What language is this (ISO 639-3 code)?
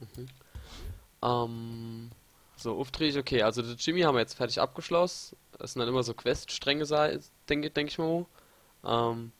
pfl